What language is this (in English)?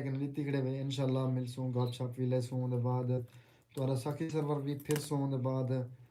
Saraiki